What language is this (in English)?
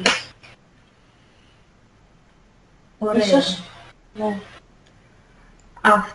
Greek